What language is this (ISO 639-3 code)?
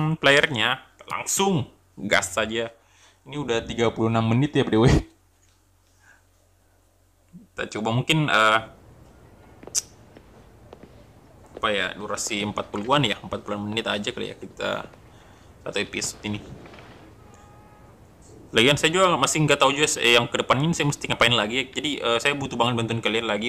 ind